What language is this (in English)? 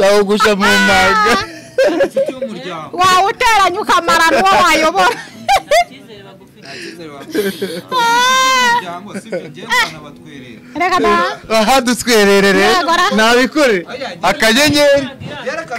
Kinyarwanda